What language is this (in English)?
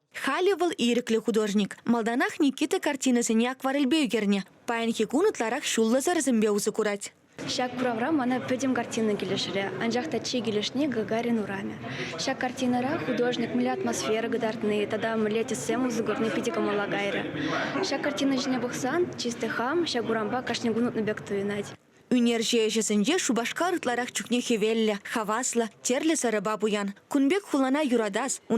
Chuvash